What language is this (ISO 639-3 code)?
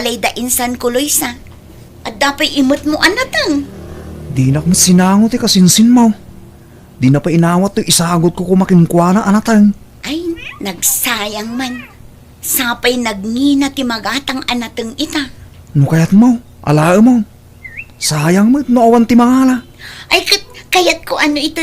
ilo